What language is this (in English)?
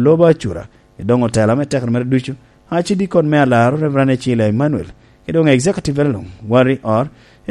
Lango (Uganda)